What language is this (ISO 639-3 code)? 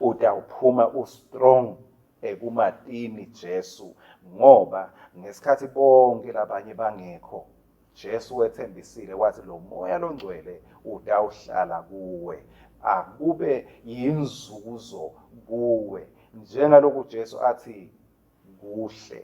ssw